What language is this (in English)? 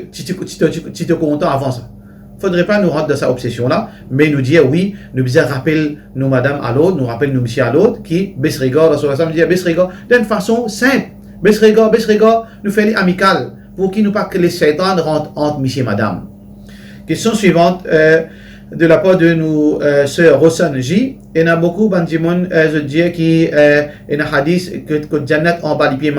Morisyen